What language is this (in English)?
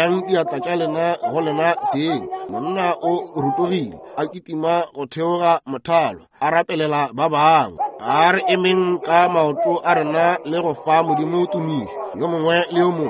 Northern Sotho